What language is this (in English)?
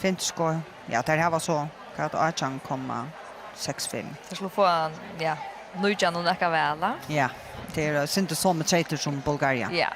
Faroese